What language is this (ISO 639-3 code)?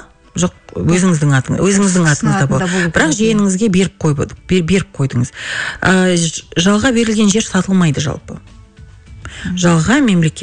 kaz